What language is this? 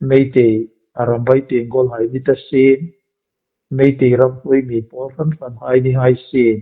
Hmar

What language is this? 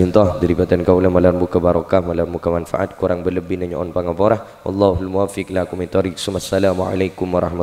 Madurese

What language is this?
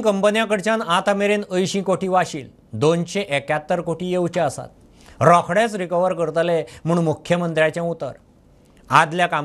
Konkani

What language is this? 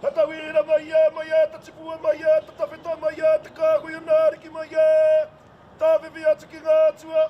Māori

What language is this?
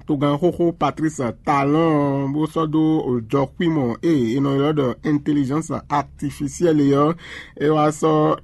Fon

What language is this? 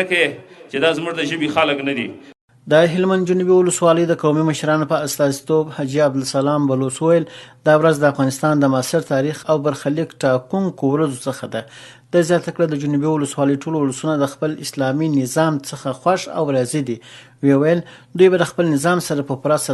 Pashto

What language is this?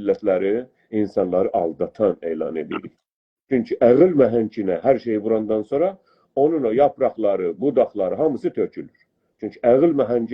South Azerbaijani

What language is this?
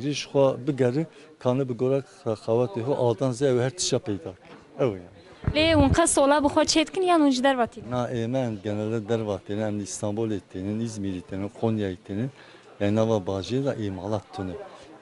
Kurdish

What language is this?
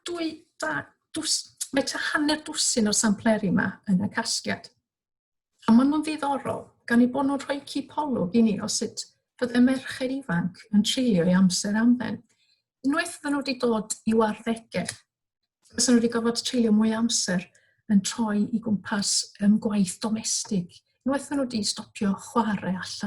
Welsh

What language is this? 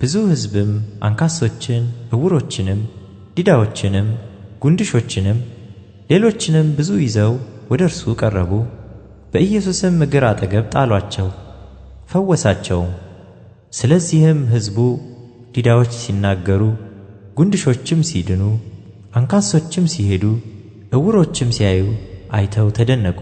Amharic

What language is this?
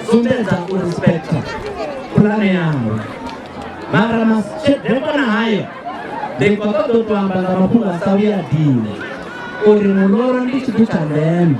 Venda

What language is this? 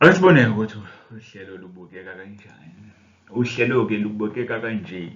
Zulu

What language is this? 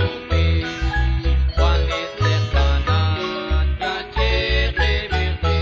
Kekchí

